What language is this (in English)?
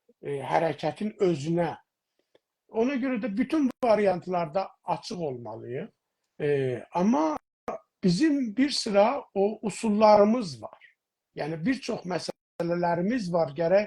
South Azerbaijani